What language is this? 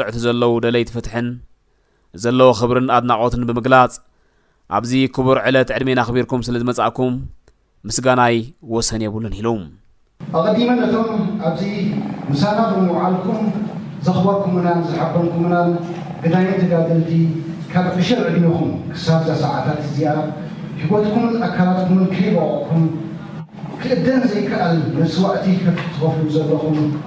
Tigrinya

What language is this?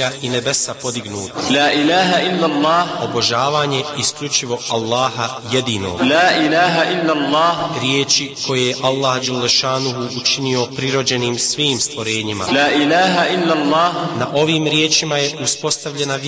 Bosnian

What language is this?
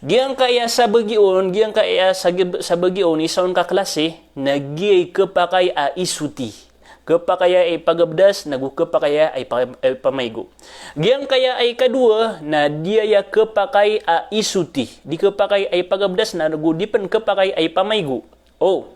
Maranao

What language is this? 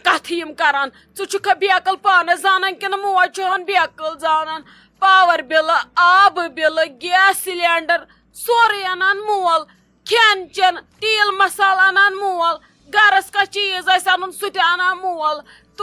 Kashmiri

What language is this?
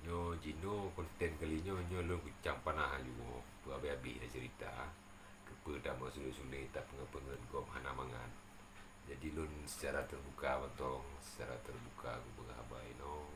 Achinese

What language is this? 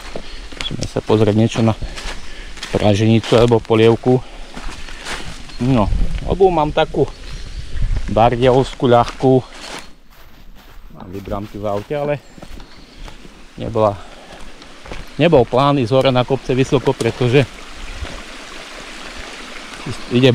Slovak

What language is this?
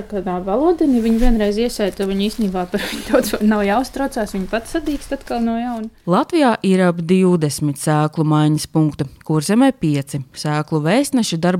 Latvian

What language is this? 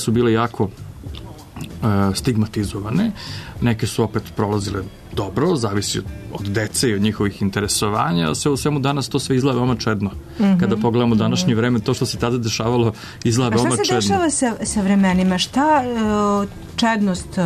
Serbian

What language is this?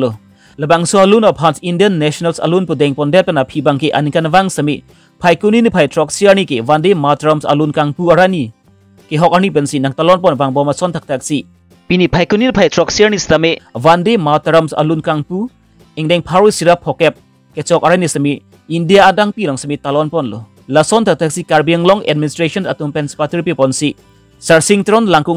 Karbi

